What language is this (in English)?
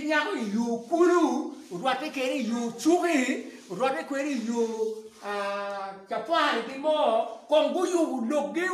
Acoli